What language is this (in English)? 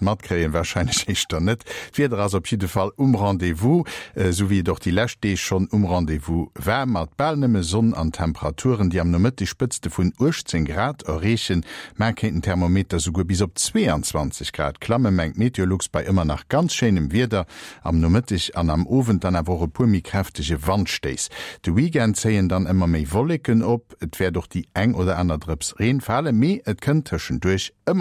Luxembourgish